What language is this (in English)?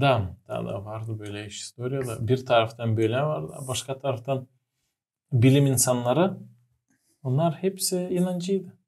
Gagauz